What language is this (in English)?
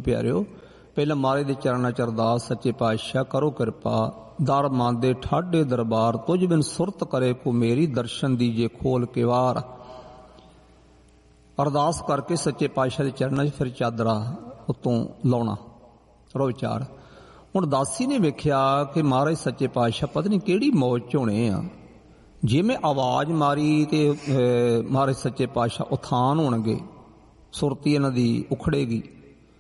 Punjabi